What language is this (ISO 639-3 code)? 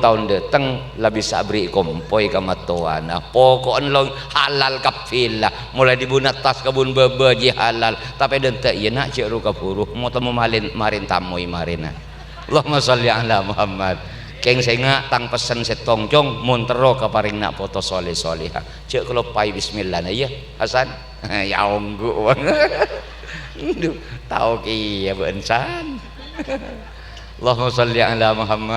mad